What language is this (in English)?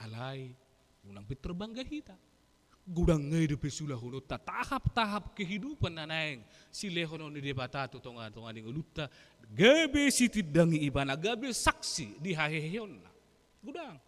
Batak Toba